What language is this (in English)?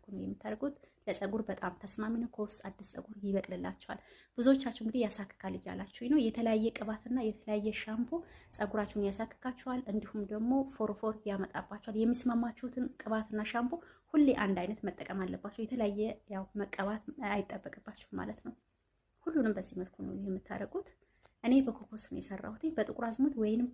Amharic